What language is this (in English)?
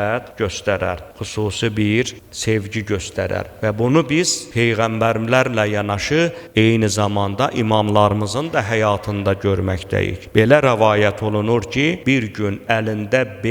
Azerbaijani